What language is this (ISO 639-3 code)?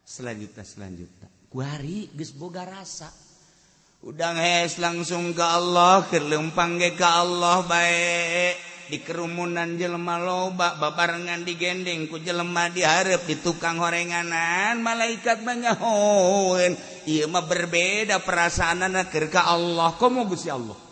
sun